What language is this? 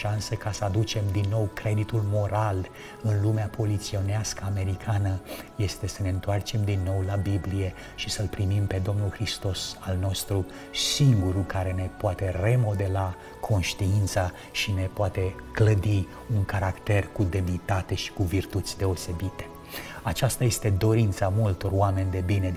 Romanian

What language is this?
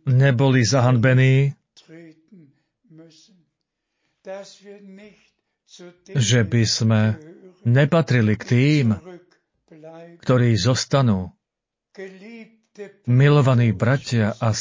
Slovak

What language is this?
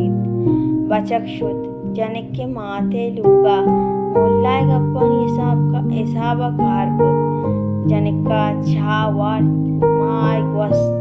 Baluchi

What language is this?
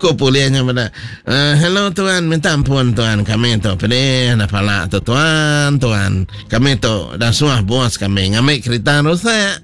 Iban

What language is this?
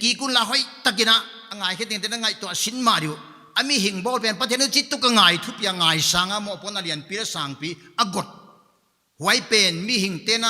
Paite Chin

